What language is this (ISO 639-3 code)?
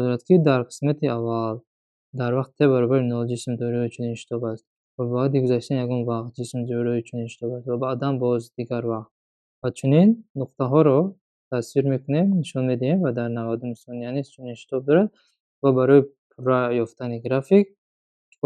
tgk